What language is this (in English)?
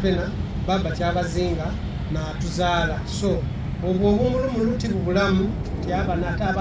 Soga